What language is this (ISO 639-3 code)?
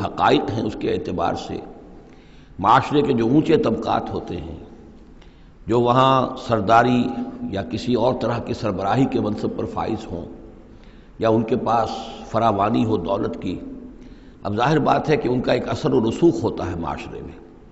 urd